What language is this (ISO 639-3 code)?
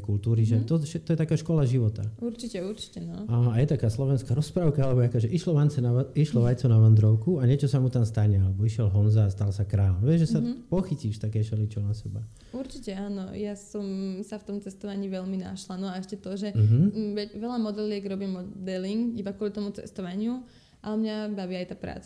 slk